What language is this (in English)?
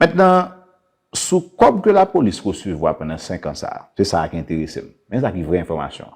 Haitian Creole